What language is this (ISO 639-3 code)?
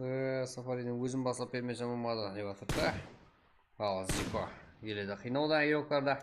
kaa